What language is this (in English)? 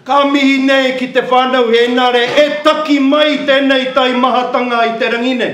Māori